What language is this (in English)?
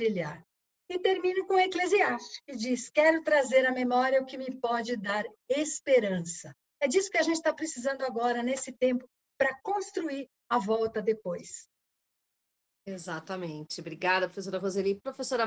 Portuguese